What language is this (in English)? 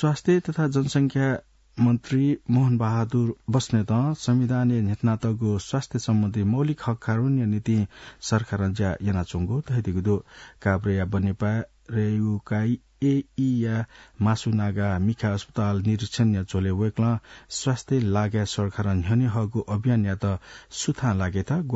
Newari